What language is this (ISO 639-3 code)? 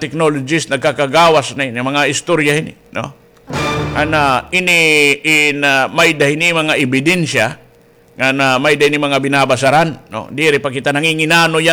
war